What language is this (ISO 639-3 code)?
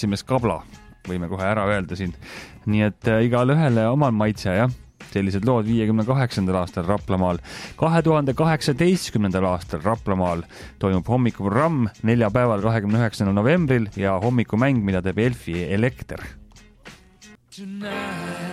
est